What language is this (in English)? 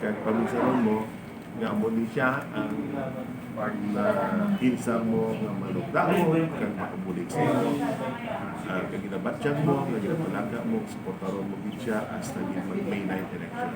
Hiligaynon